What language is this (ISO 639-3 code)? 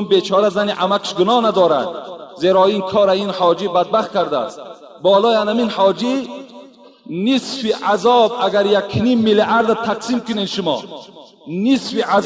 tgk